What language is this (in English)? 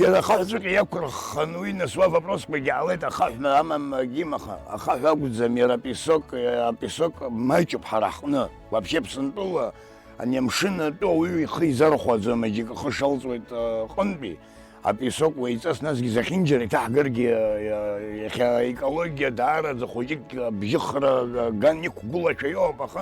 Abkhazian